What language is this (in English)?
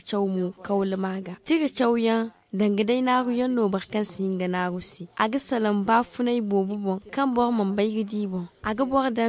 Zarma